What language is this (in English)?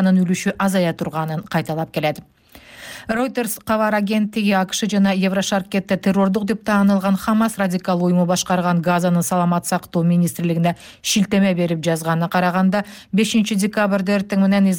Kyrgyz